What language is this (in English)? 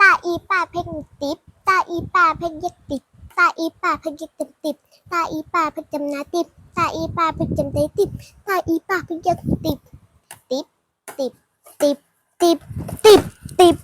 Shan